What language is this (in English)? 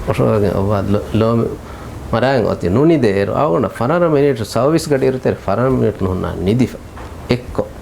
Divehi